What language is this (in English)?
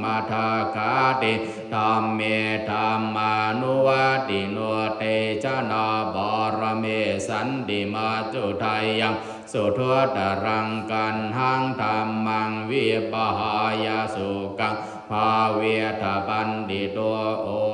Pali